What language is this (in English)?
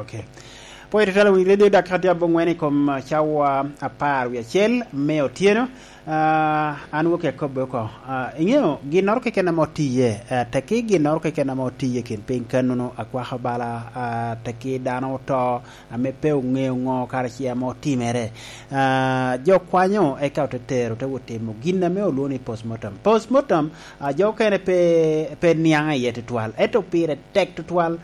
Lango (Uganda)